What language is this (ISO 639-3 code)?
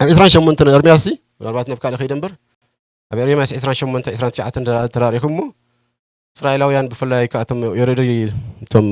tir